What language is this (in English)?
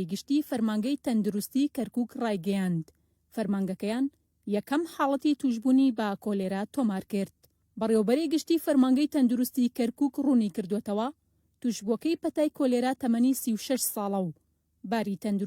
Central Kurdish